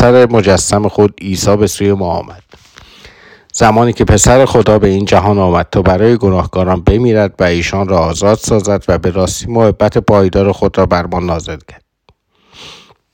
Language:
Persian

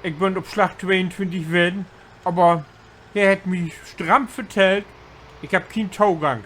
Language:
Low German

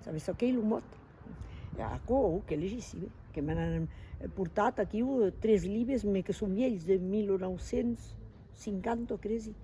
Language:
Occitan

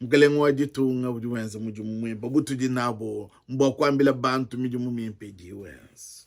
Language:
Luba-Lulua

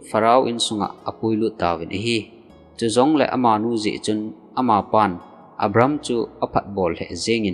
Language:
Thado Chin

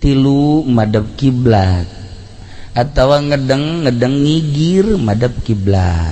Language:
Sundanese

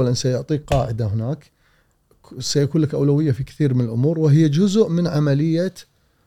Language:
Gulf Arabic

